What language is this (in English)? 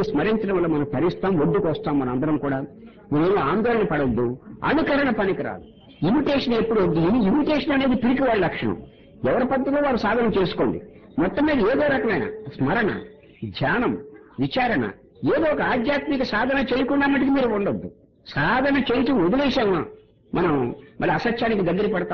Telugu